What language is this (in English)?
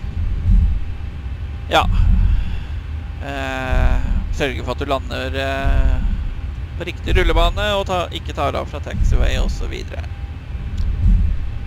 Norwegian